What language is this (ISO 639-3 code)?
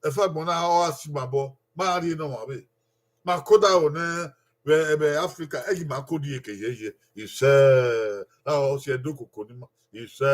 bin